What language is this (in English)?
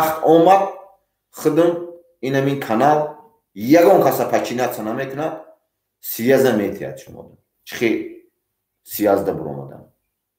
Tajik